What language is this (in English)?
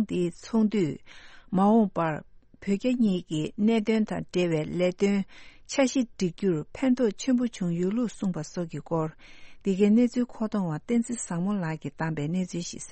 Tibetan